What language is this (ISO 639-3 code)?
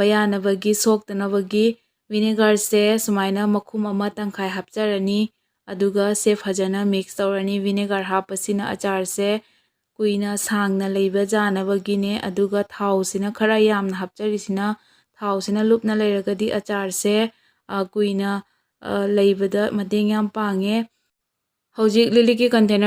mni